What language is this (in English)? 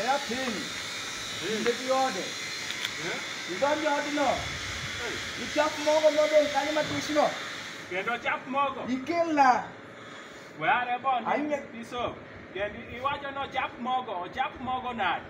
Luo (Kenya and Tanzania)